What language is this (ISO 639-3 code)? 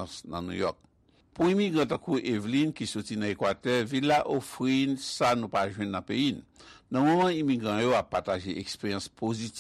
hat